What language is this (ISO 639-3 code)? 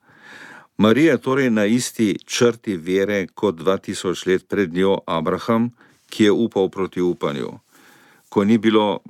slv